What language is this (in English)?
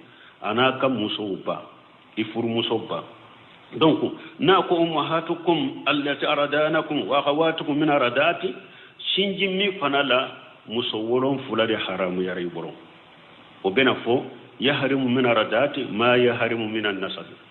Bambara